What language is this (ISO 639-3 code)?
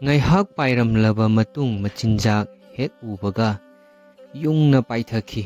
mni